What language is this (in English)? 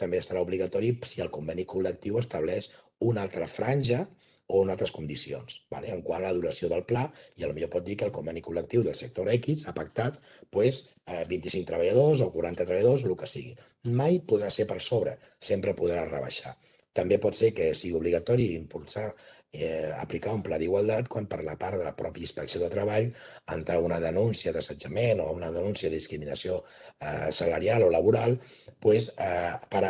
Catalan